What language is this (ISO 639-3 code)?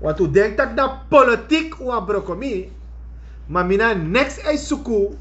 srn